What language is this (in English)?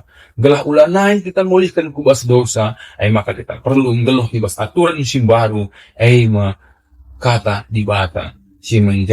Batak Karo